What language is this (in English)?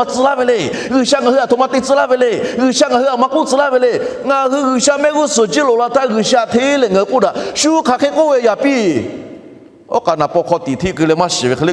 Lahu